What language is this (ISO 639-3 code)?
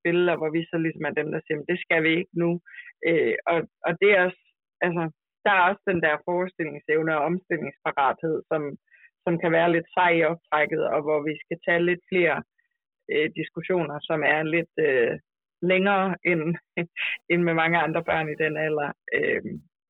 dan